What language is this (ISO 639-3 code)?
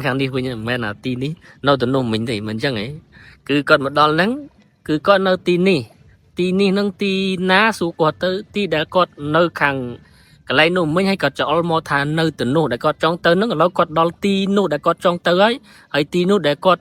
khm